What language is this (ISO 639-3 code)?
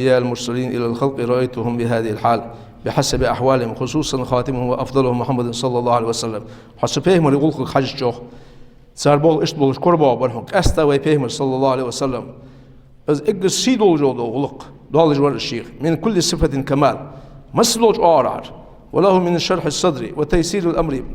inh